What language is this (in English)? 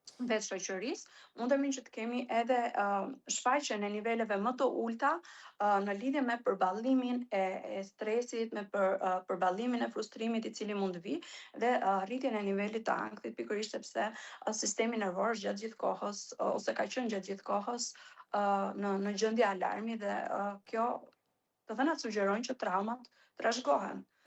Albanian